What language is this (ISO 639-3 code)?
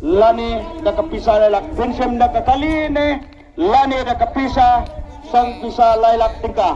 kha